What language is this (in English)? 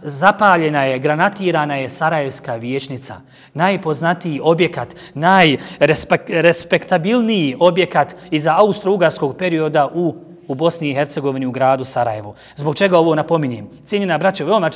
Bosnian